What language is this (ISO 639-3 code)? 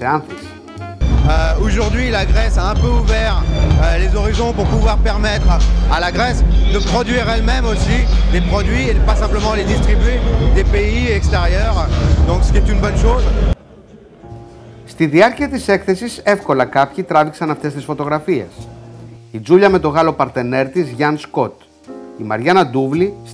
ell